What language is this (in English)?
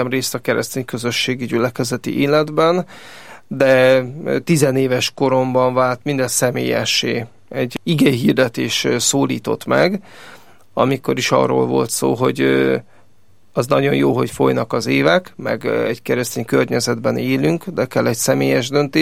Hungarian